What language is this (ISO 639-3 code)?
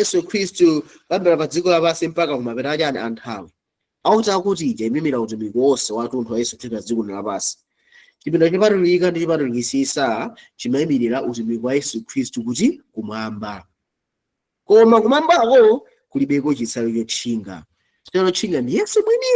nya